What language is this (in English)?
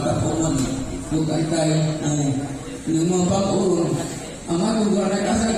Cebuano